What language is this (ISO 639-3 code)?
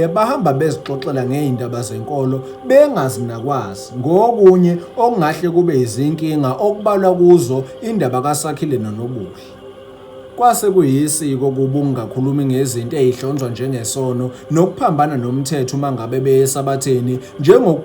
zul